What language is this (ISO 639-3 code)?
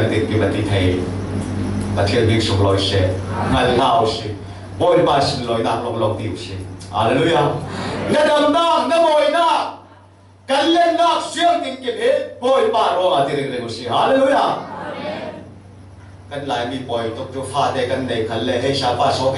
cfm